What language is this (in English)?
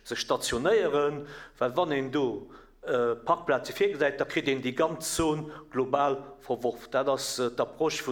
Luxembourgish